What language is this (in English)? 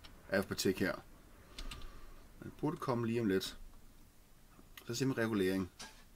Danish